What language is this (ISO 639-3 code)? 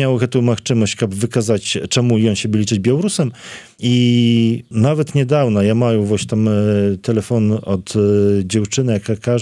bel